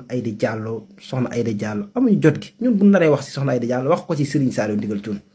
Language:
Wolof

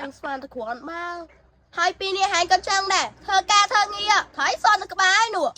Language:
Khmer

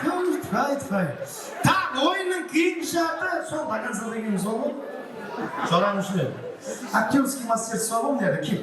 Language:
Kara-Kalpak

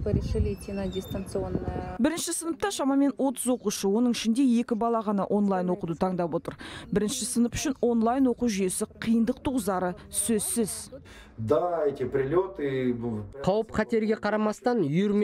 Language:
Kazakh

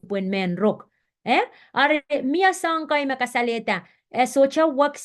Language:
Pohnpeian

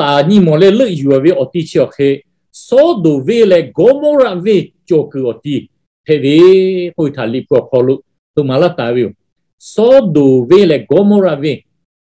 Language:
Lahu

